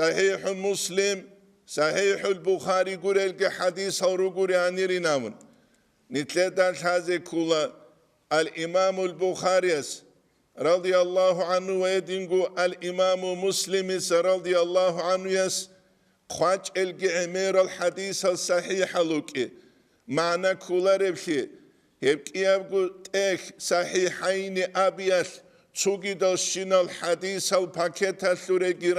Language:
Avaric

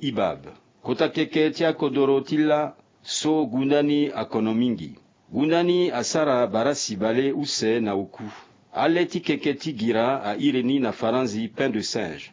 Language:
Sango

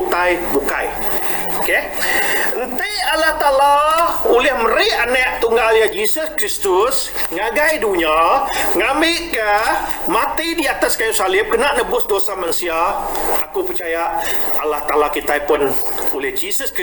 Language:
Iban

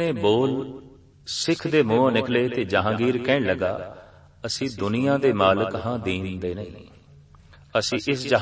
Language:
Punjabi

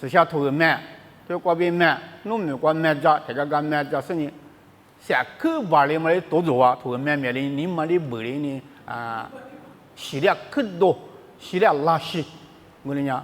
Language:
Lisu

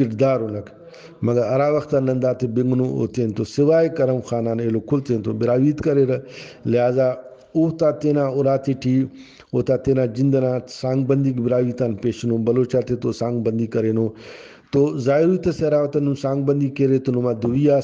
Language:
Brahui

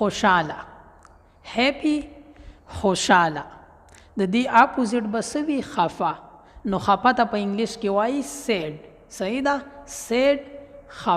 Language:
Pashto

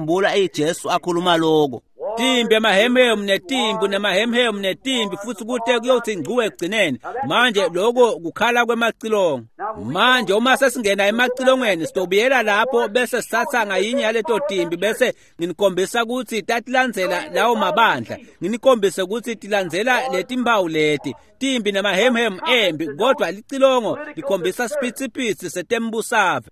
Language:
Swati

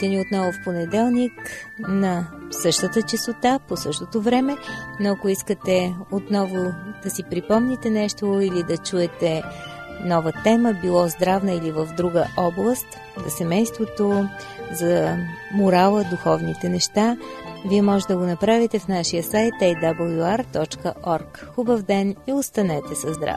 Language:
Bulgarian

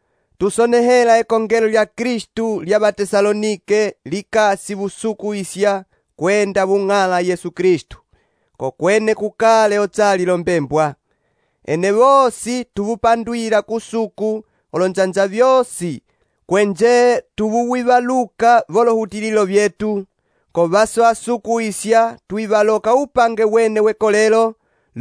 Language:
Umbundu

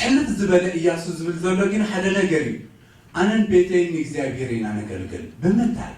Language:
Tigrinya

